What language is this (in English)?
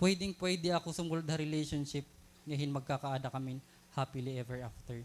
Waray